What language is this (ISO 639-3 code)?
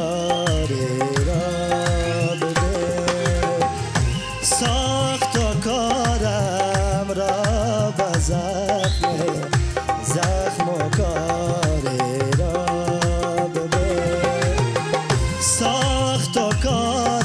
fas